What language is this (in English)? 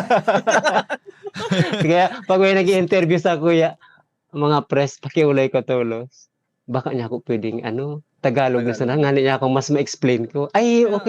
Bikol